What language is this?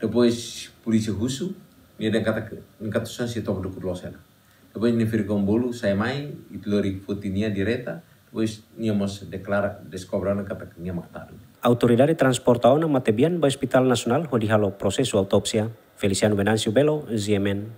Tetum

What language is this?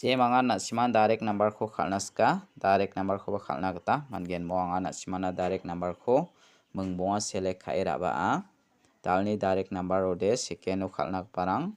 Garo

